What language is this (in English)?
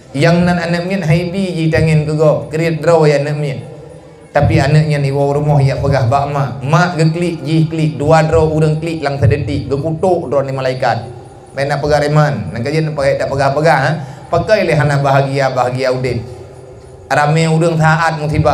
Achinese